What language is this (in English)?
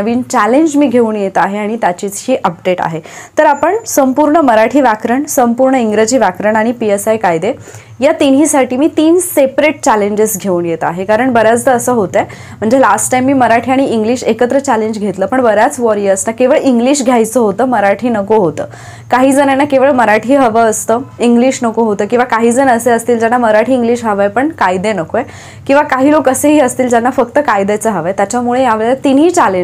Marathi